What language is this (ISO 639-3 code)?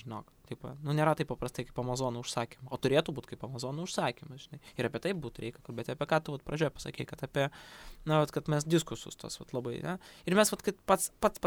lit